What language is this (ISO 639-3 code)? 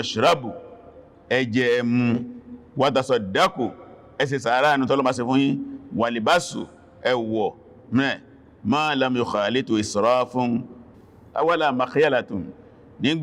yor